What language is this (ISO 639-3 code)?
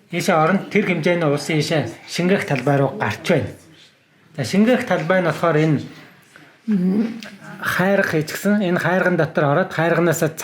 mon